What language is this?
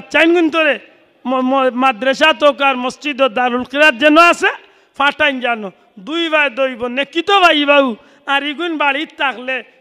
Sylheti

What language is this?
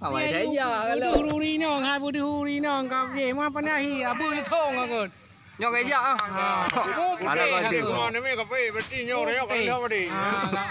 Achinese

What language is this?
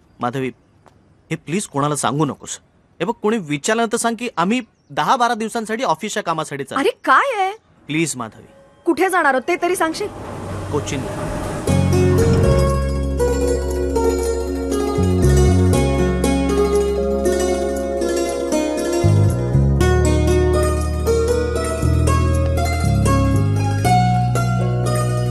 Marathi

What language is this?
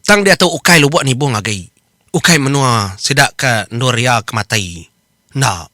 Iban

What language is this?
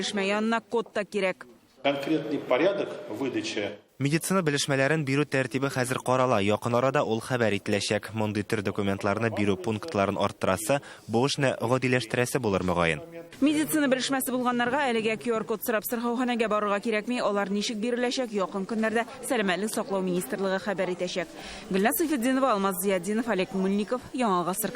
Tatar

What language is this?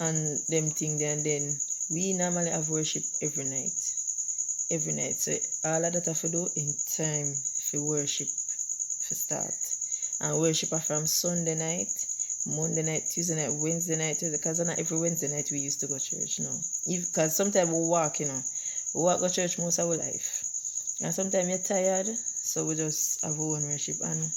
Jamaican Creole English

